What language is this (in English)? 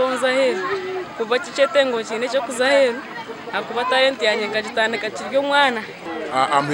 Nyankole